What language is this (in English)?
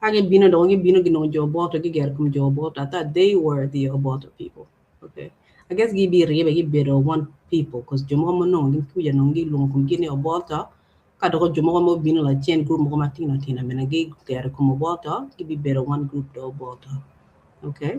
Acoli